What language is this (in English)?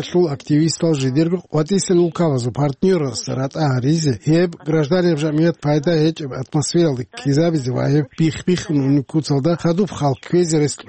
Avaric